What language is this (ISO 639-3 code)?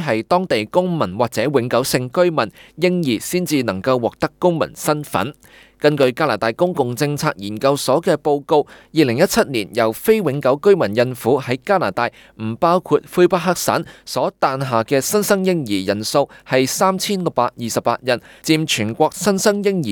yue